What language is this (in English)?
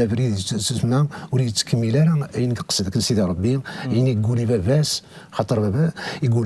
Kabyle